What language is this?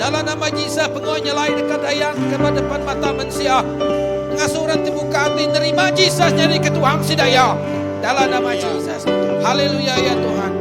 Iban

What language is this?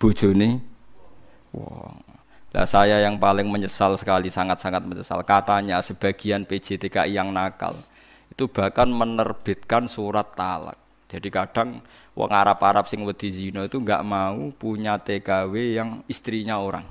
Javanese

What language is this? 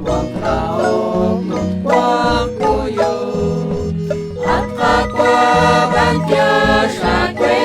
Kekchí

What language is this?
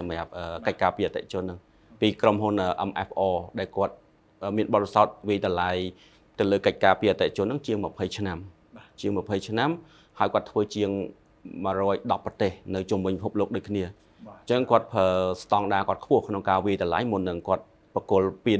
Khmer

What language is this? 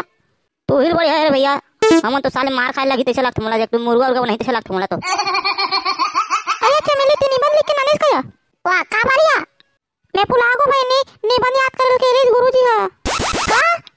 Chhattisgarhi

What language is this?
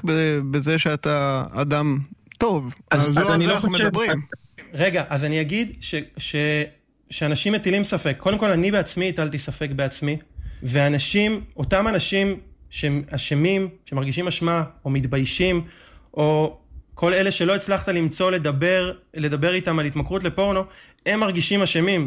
Hebrew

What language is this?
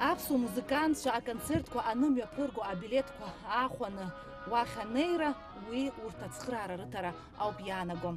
Abkhazian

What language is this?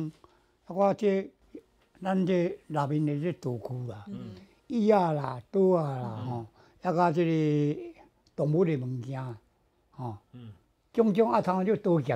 Chinese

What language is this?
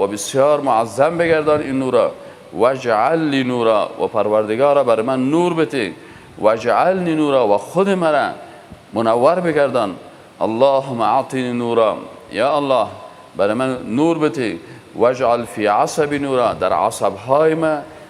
Persian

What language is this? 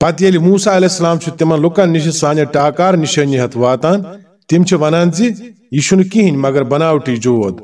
Kashmiri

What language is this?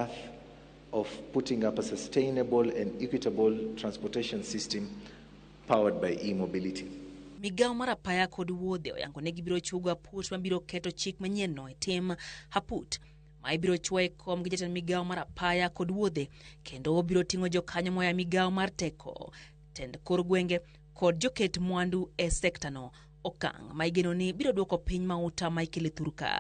Luo (Kenya and Tanzania)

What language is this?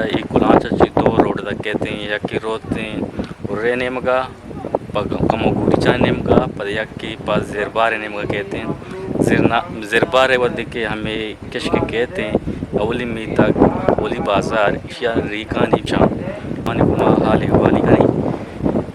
Eastern Balochi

